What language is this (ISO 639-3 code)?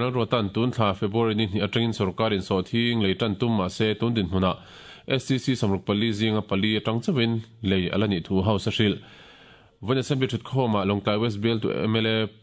lus